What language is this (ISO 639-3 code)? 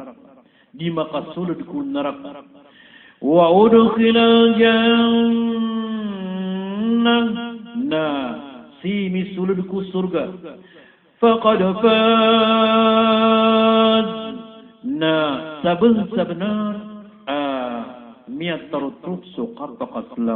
mrw